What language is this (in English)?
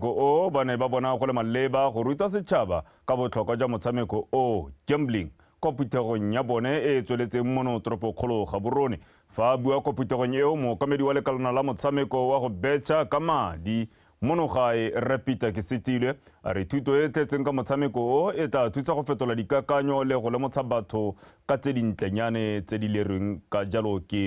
Tswana